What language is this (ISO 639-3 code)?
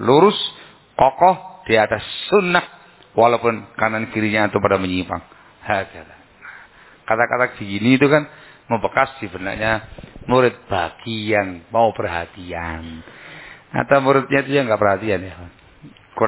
ind